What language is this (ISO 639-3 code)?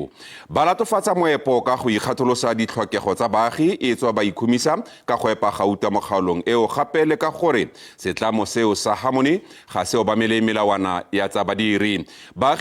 tsn